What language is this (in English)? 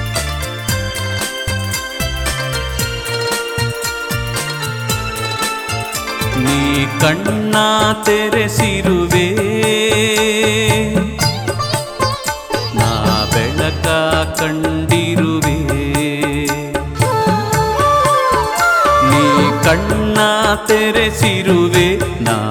Kannada